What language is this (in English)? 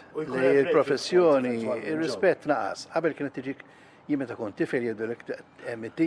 Maltese